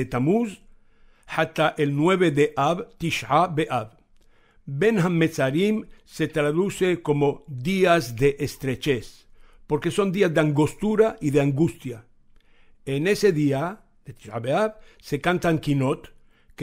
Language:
Ladino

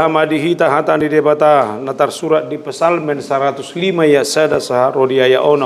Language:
Batak Toba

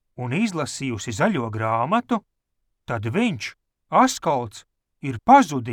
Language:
Latvian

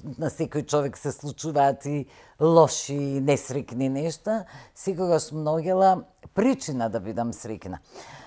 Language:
Macedonian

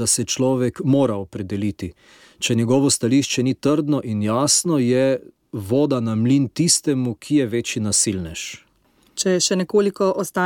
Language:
Slovenian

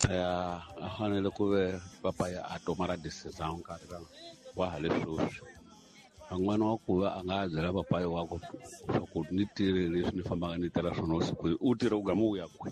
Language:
Tsonga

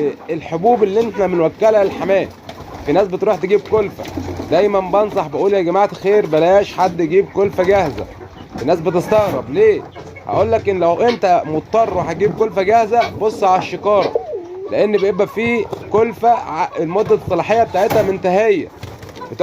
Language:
Egyptian Arabic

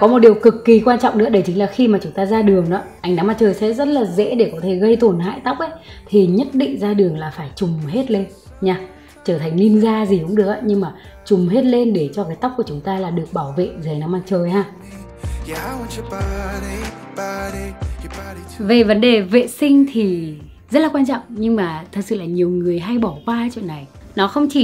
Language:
Vietnamese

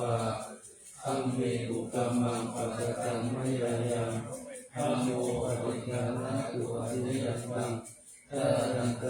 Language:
Pali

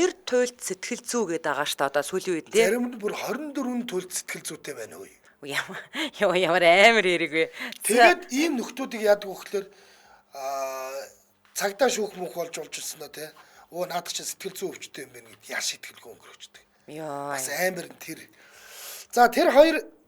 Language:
Mongolian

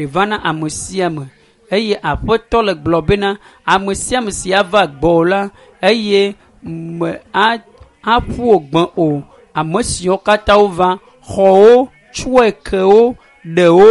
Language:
Ewe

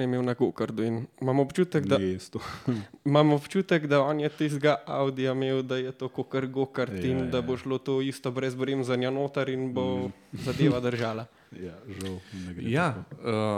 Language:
Slovenian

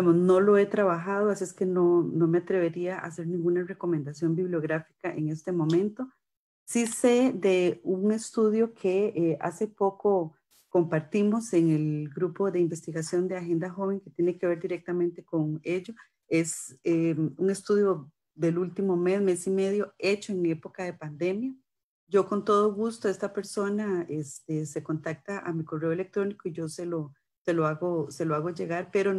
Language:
Spanish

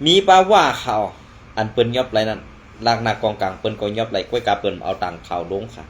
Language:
Shan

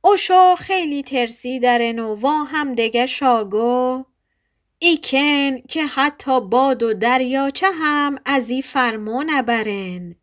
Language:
Gilaki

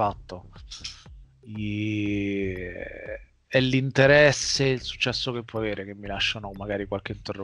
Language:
Italian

